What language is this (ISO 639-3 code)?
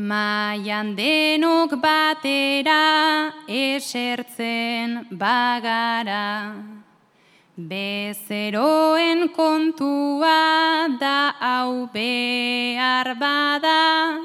eus